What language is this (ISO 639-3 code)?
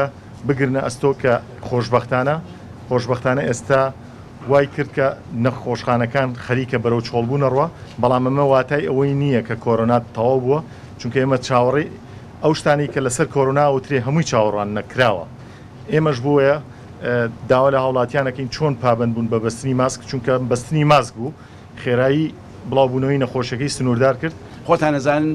ckb